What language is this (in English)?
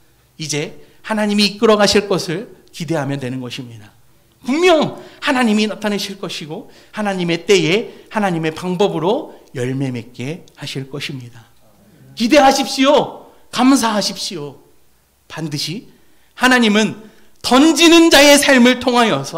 Korean